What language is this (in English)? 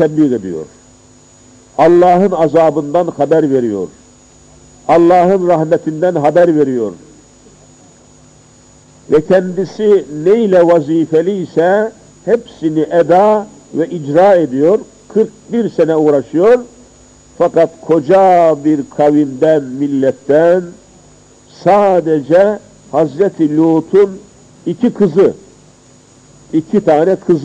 Turkish